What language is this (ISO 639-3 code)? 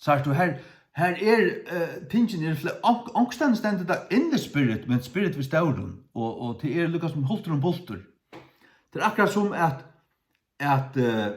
fao